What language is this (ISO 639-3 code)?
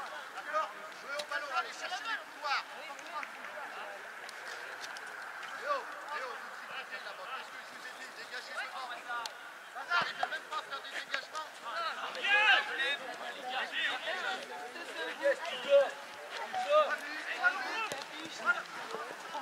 fra